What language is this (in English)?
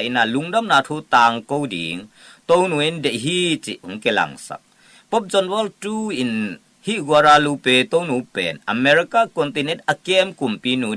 Tedim Chin